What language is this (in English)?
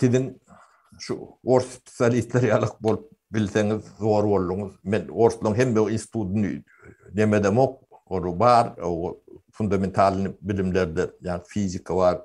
Turkmen